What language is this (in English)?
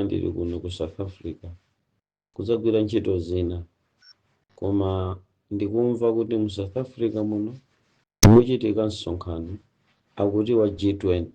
Nyanja